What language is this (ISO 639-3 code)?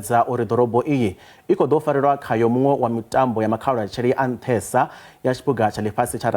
ven